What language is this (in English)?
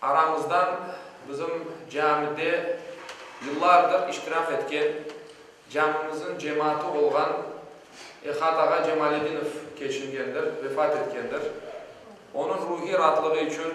Crimean Tatar